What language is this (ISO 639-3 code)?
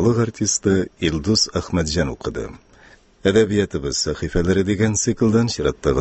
tat